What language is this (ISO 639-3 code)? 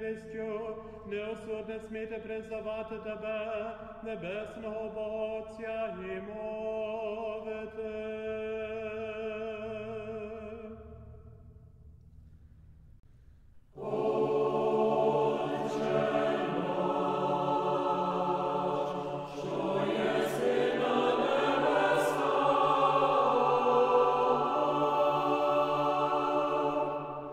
ukr